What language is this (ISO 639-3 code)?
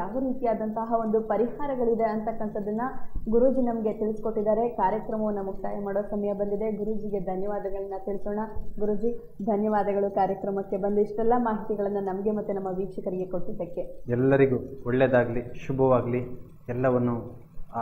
kan